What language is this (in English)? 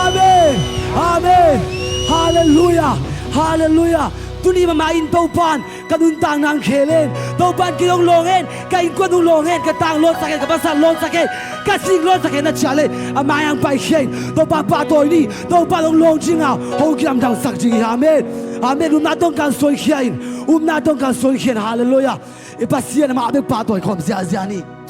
Tedim Chin